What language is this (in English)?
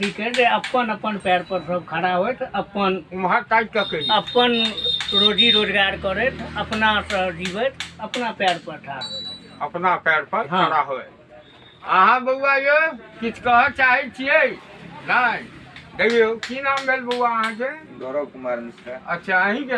Maithili